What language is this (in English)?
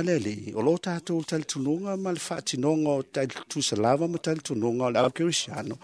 Samoan